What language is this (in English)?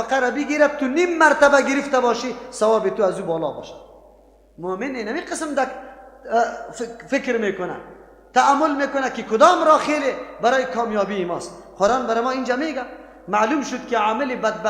Persian